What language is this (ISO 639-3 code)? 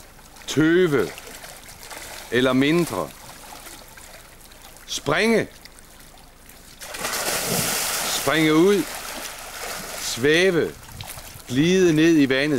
dan